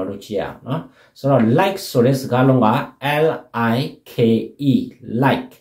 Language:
Burmese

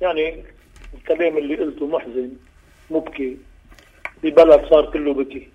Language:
North Levantine Arabic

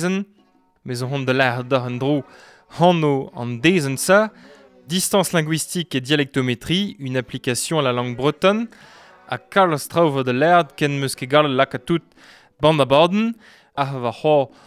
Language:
Breton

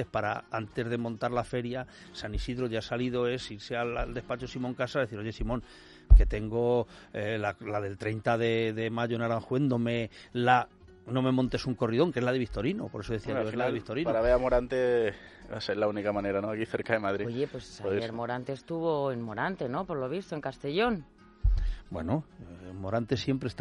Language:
Spanish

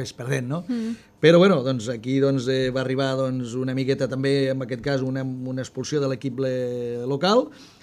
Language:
Catalan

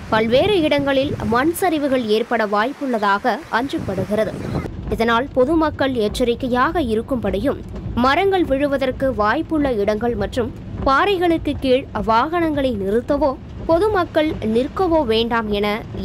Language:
Tamil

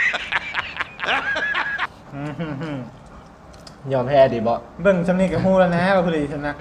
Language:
Lao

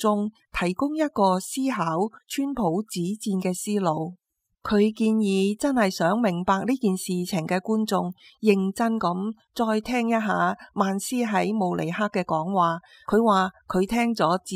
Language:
Cantonese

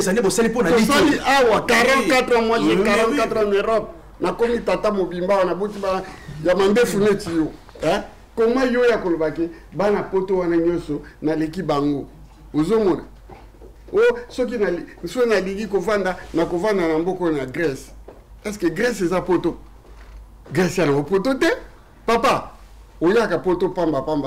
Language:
Lingala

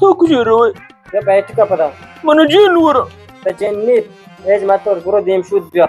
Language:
Baluchi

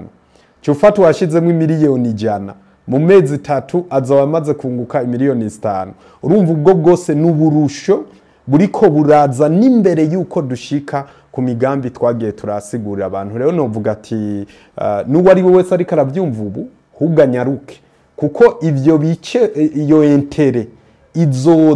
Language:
Rundi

